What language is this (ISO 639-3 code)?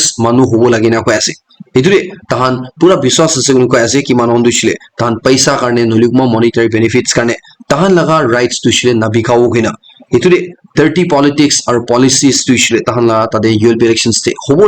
nag